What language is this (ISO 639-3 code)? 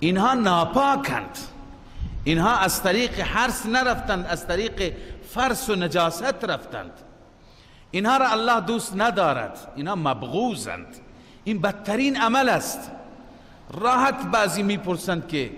fas